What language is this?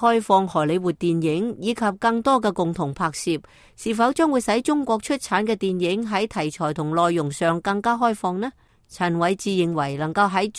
Cantonese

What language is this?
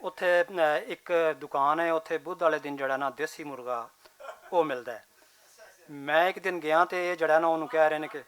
Western Panjabi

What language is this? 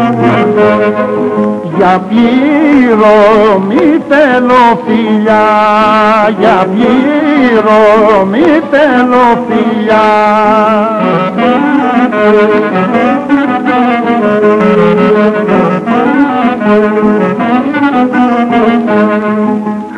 Greek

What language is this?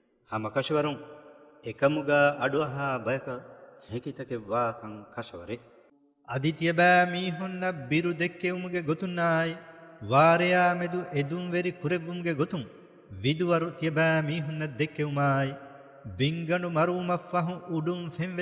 Divehi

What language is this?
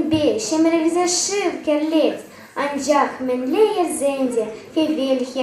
Chuvash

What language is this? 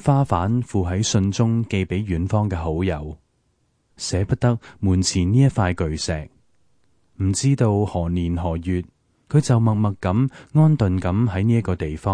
Cantonese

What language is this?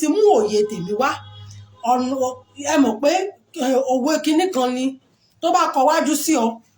Yoruba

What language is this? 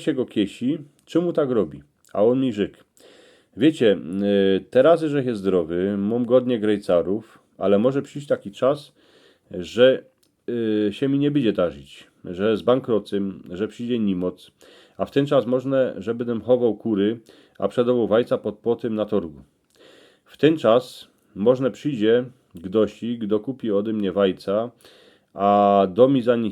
Silesian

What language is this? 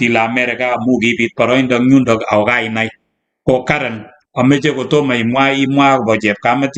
Kalenjin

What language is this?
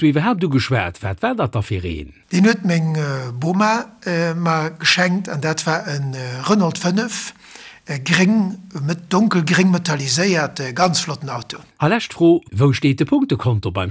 Luxembourgish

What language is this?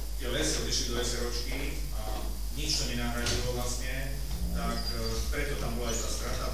Slovak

